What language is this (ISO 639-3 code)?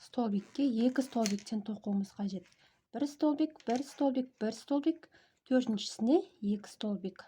kaz